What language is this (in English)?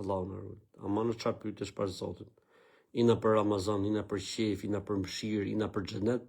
Albanian